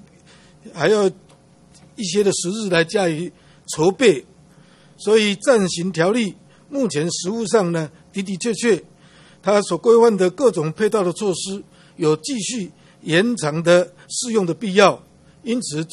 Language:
Chinese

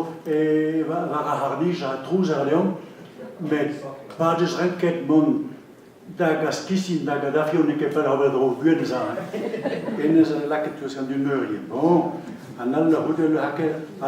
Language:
Breton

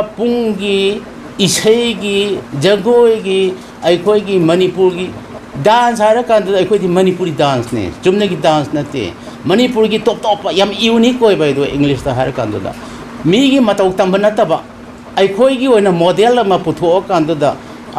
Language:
Manipuri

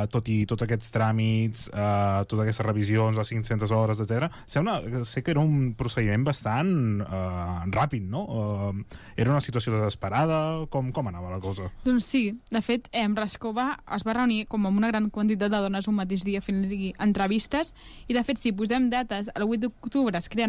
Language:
Catalan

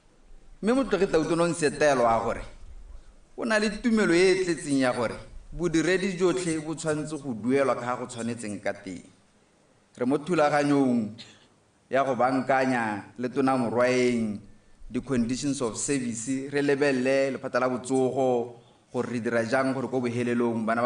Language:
Tswana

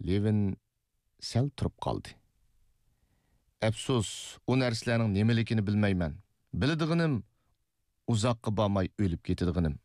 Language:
Uyghur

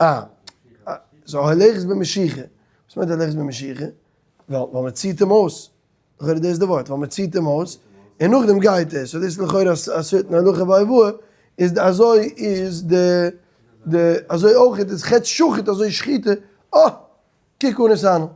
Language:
Yiddish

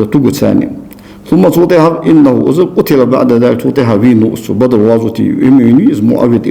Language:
Ingush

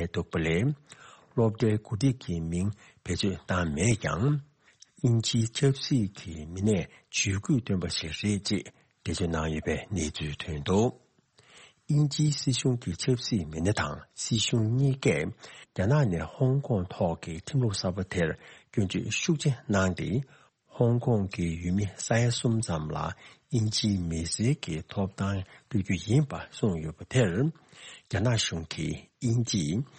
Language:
Tibetan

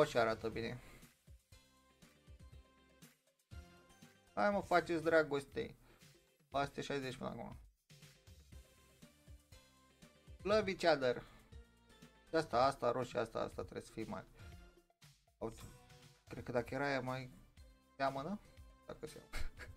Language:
Romanian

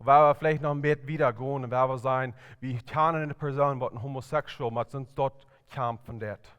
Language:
Plautdietsch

